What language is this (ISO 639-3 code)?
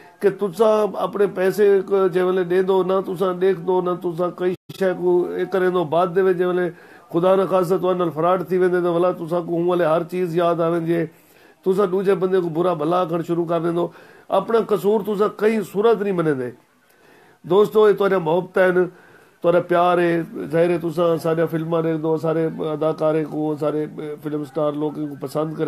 skr